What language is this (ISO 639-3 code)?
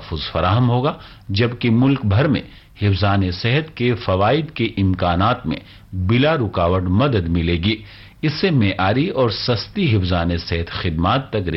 urd